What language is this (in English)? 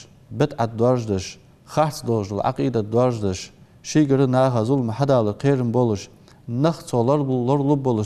Ingush